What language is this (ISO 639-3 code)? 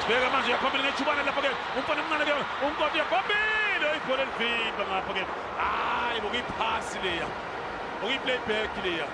zul